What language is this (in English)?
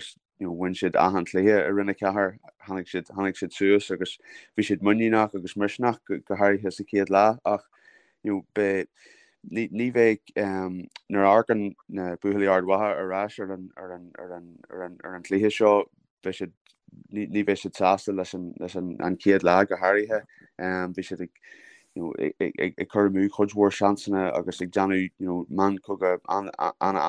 Irish